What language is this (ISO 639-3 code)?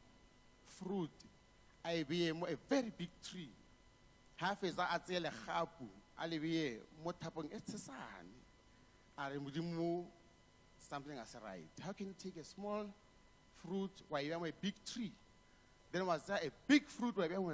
tsn